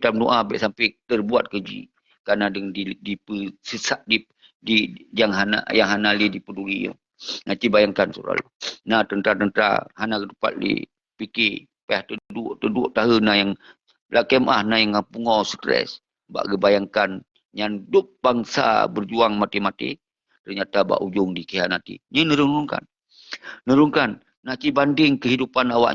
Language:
Achinese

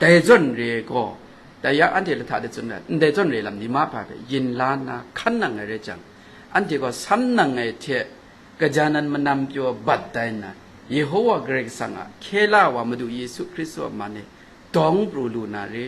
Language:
Kachin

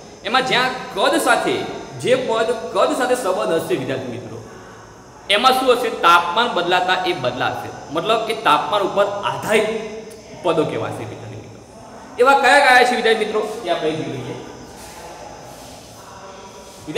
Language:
Gujarati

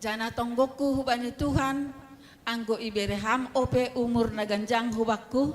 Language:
Batak Simalungun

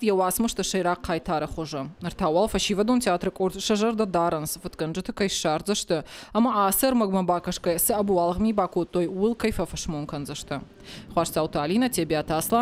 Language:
Ossetic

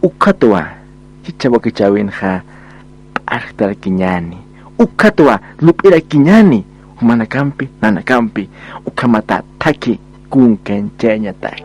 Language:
Aymara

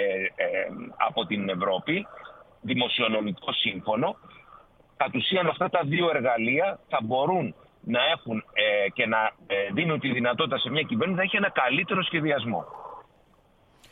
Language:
Greek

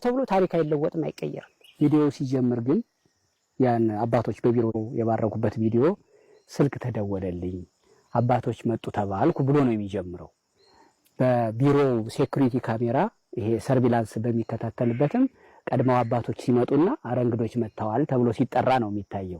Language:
Amharic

